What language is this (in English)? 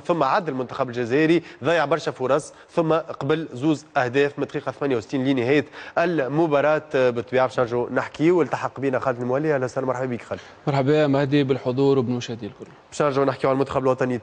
Tunisian Arabic